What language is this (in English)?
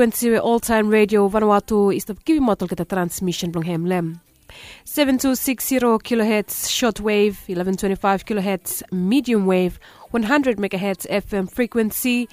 Bislama